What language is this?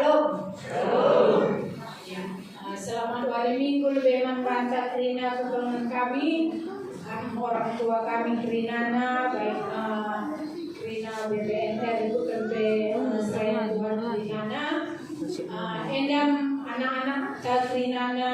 Batak Karo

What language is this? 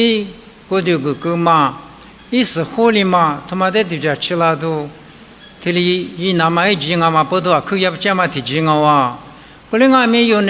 Lisu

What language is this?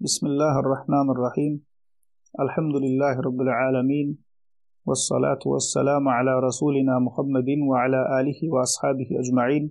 Turkmen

